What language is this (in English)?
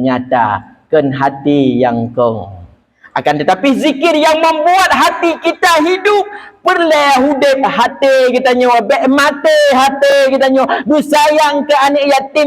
Achinese